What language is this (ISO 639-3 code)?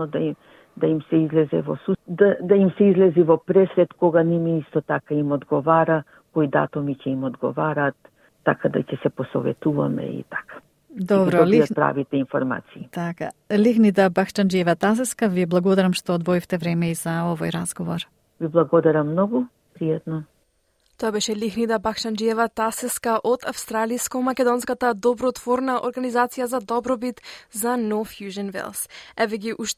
mkd